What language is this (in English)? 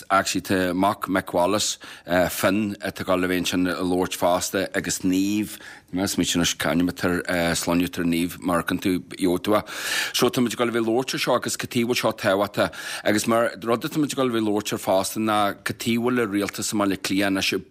Irish